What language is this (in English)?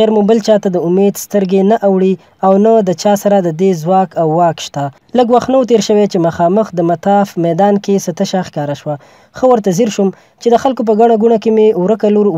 Pashto